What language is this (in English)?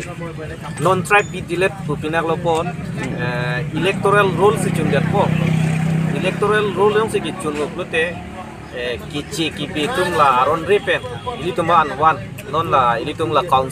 Karbi